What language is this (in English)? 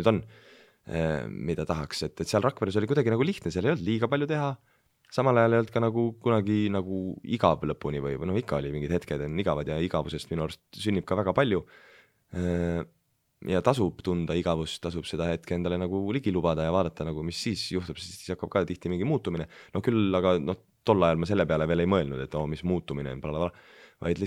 Estonian